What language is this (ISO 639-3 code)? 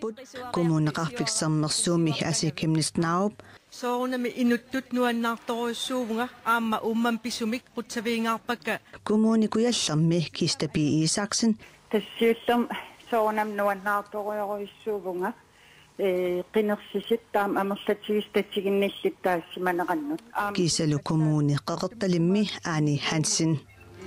kal